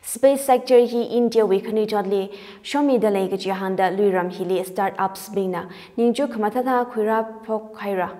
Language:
Tangkhul Naga (India)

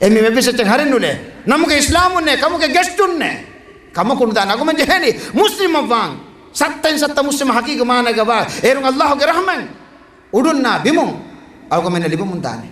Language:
Divehi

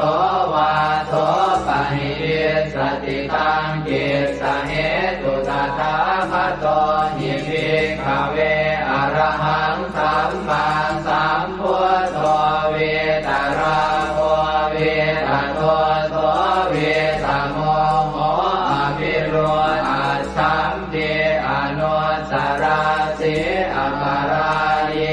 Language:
Pali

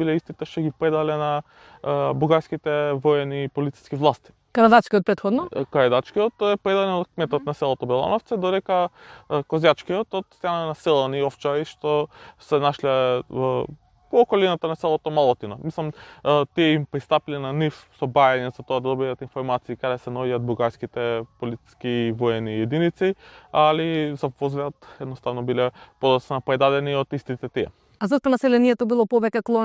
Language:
Macedonian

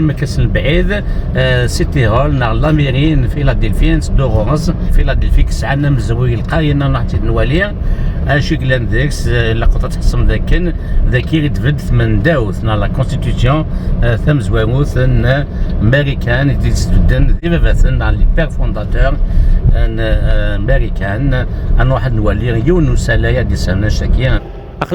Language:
Kabyle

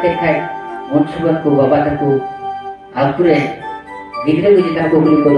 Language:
Santali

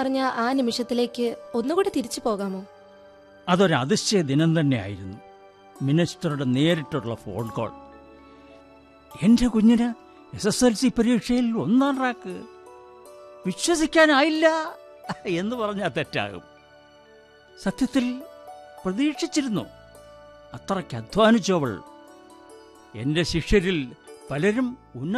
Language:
Malayalam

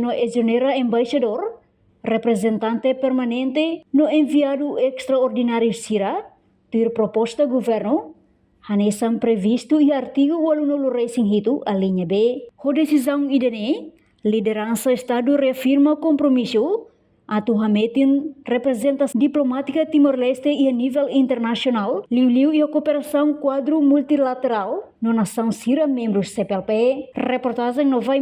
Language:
Tetum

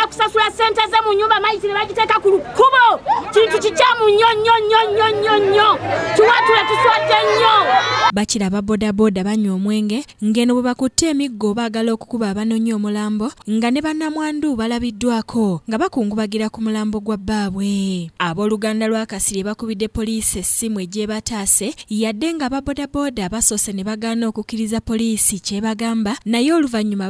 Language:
Ganda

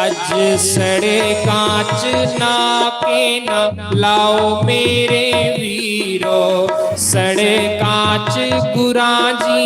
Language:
Dogri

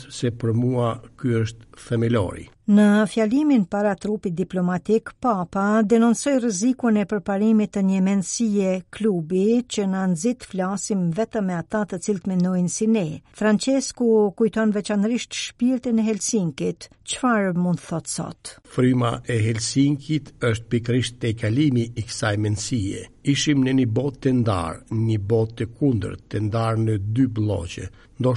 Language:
Albanian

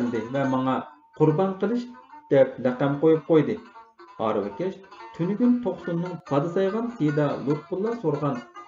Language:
Uyghur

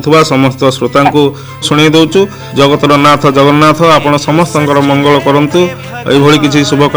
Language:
Odia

